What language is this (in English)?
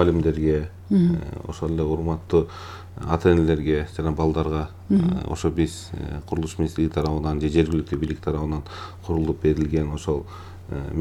Kyrgyz